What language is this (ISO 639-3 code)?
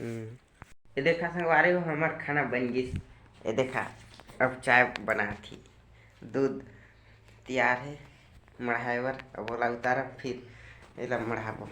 hne